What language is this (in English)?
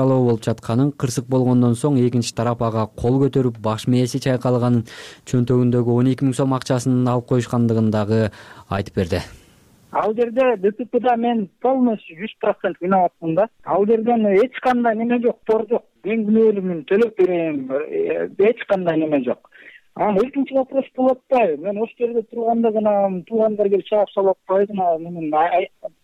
Kyrgyz